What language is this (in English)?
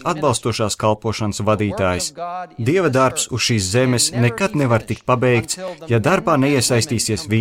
Latvian